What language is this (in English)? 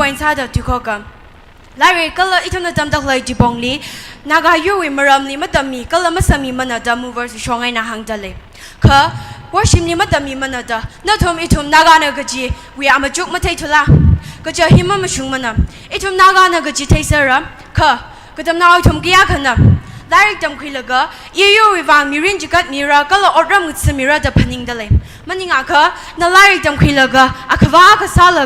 Tangkhul Naga (India)